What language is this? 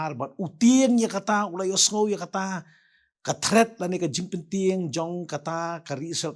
Khasi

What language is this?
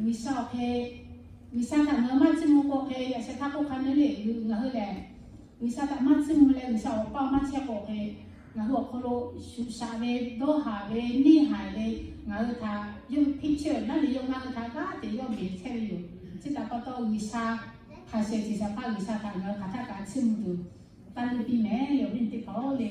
Lahu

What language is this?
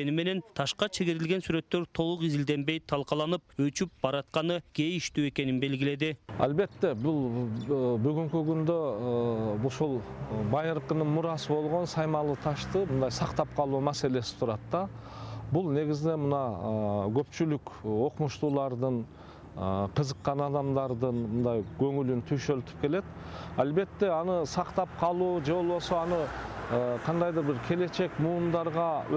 Kyrgyz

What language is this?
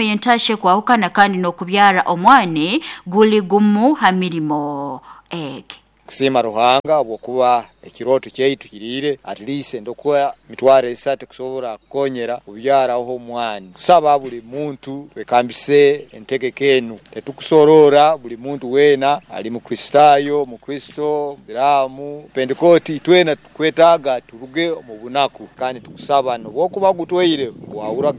Nyankole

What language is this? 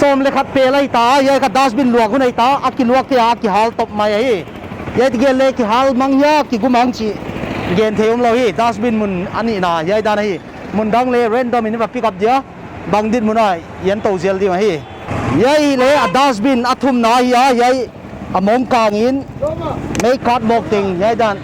Paite Chin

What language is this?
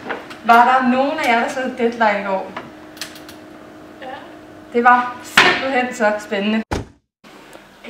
Danish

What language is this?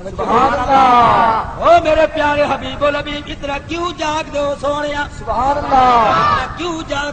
Saraiki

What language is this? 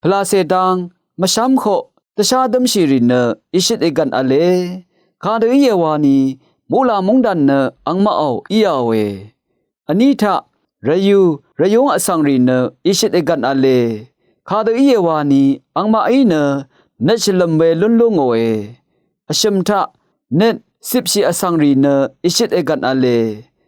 Rawang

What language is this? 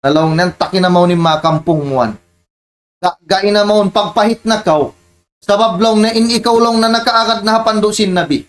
Tausug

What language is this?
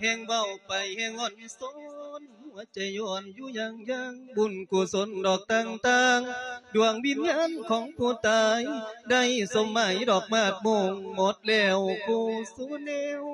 Lao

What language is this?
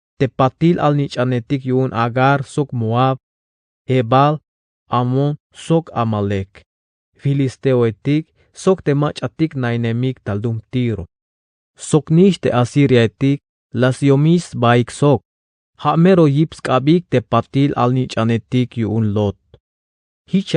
Tzeltal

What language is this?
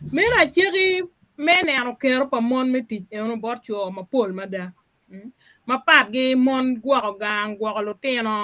Acoli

